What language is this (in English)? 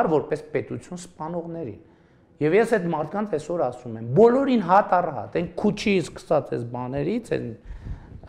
Armenian